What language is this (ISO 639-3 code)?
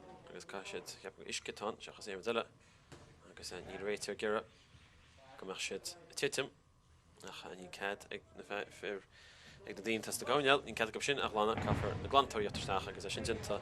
gle